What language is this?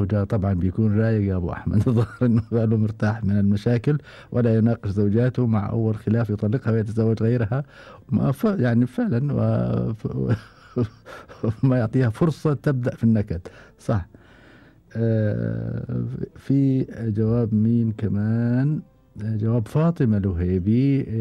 Gulf Arabic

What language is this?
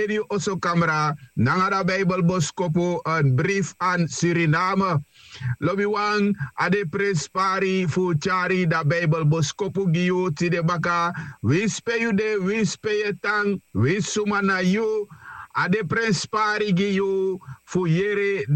Sranan Tongo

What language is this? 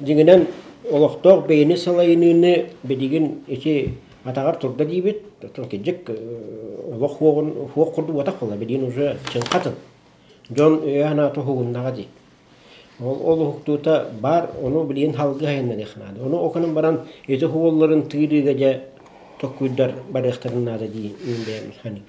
Yakut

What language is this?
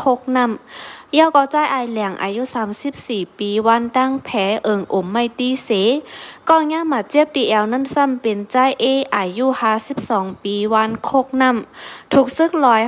Shan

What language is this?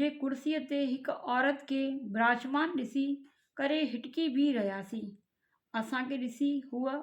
Sindhi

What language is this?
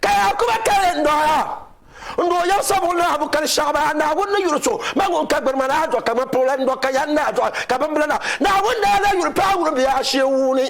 Dagbani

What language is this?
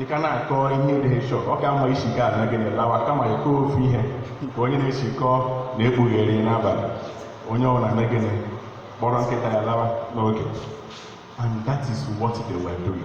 Igbo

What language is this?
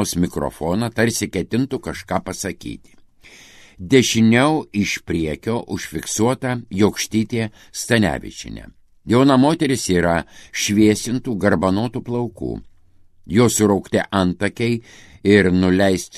Lithuanian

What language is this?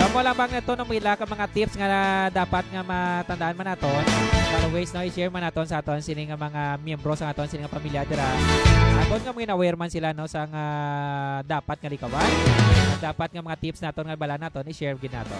Hiligaynon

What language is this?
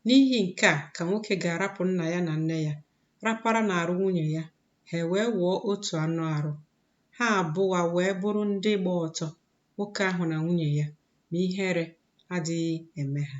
Igbo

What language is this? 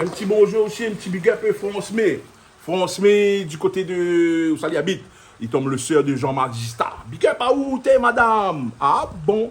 Réunion Creole French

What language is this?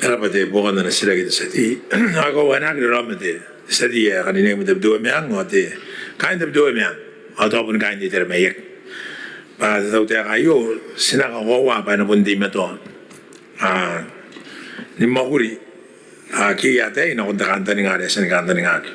Gilbertese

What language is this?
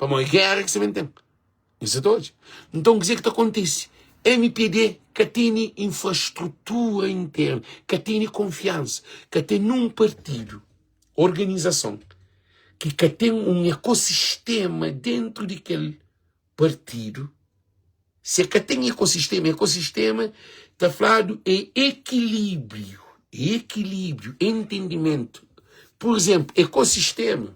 Kabuverdianu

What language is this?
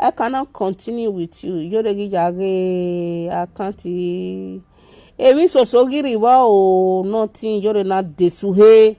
Nigerian Pidgin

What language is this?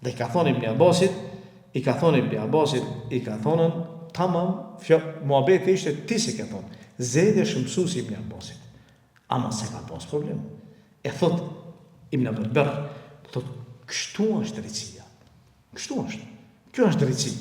Albanian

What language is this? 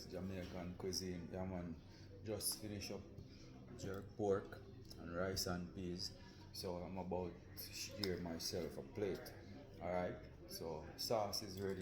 Jamaican Creole English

